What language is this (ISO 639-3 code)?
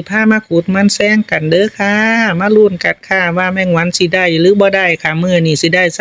tts